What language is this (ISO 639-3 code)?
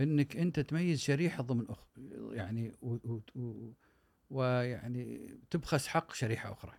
afb